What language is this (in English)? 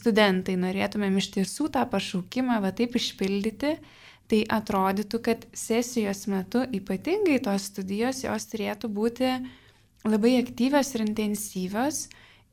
Lithuanian